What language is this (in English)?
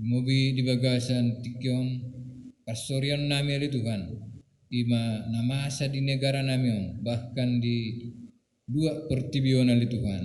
Batak Toba